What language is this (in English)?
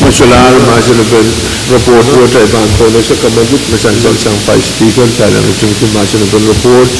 Pohnpeian